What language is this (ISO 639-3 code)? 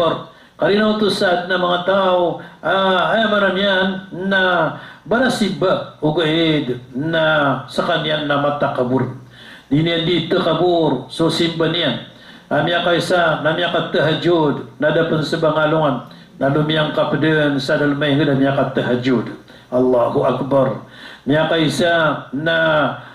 mrw